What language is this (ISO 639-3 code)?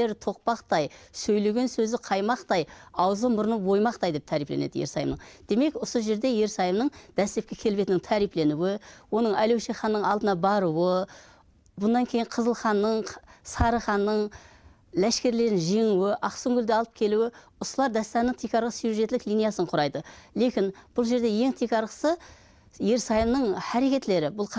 kaa